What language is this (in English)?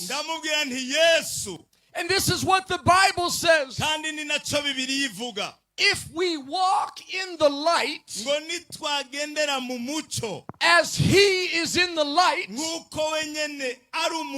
Rundi